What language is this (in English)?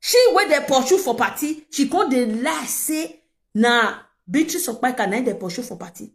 Nigerian Pidgin